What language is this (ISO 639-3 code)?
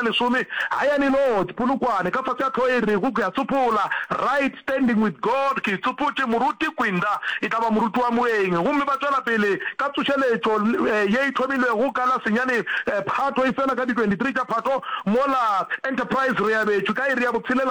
nso